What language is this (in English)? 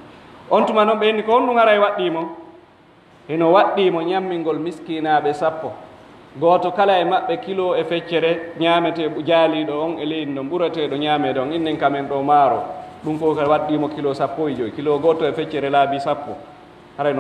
Pular